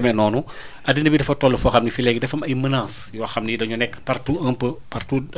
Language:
Wolof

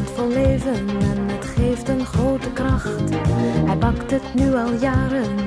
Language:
Dutch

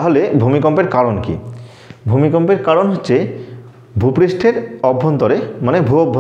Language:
Bangla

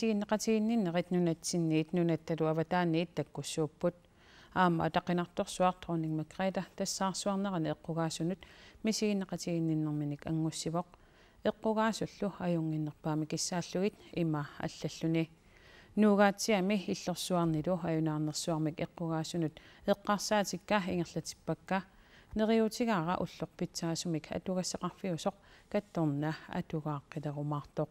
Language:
Kalaallisut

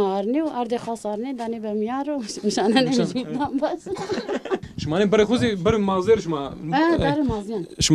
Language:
Zaza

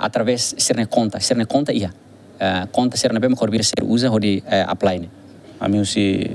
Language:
Tetum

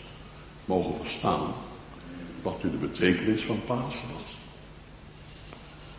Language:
Dutch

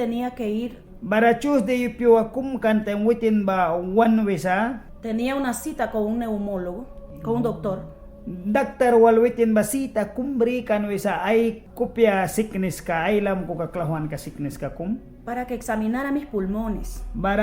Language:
Mískito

